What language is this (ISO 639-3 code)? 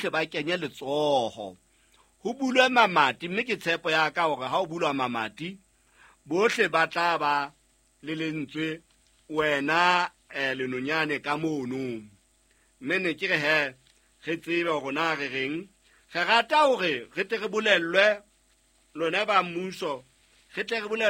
sot